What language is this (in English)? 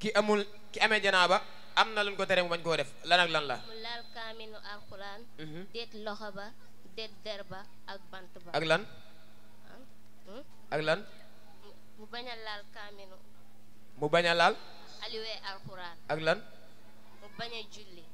Wolof